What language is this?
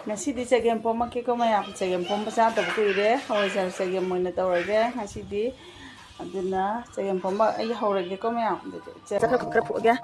Manipuri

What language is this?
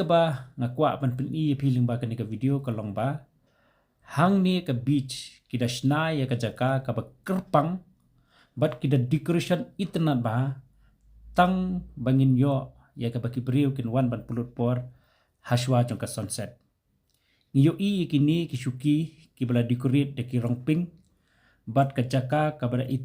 Khasi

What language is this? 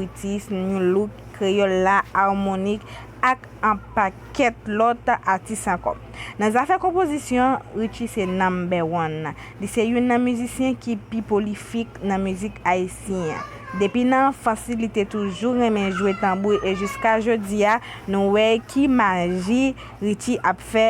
Haitian Creole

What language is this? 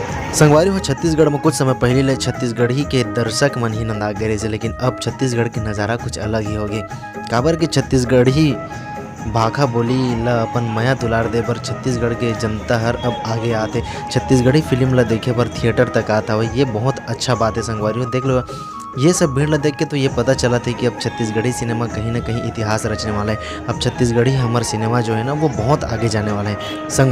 Chhattisgarhi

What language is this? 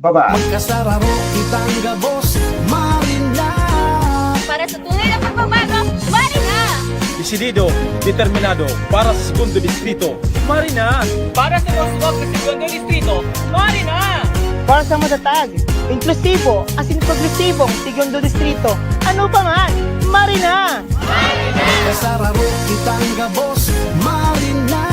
Bikol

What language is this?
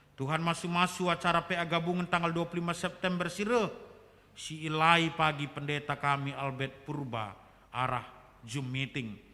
Batak Karo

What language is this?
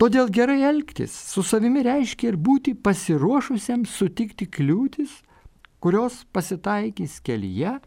Lithuanian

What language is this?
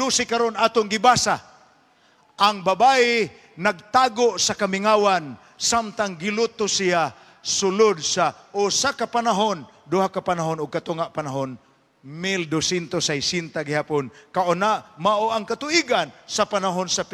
Cebuano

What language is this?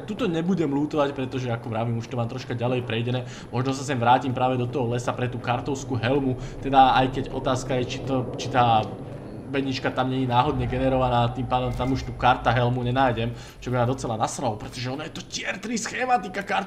Slovak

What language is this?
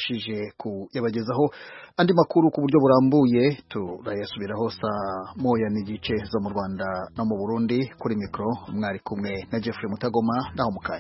Kinyarwanda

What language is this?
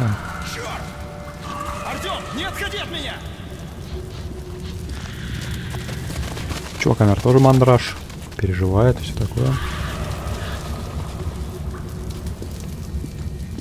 Russian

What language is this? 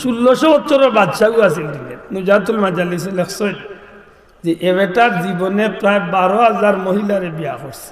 Sylheti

